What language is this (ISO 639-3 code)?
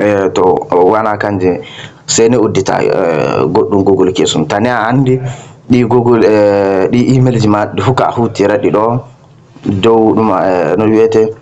ful